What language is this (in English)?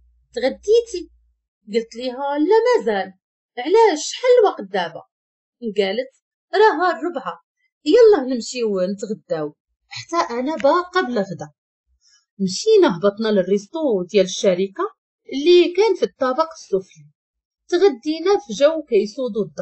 Moroccan Arabic